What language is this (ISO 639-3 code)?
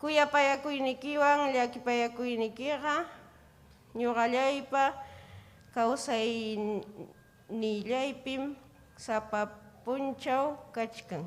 quy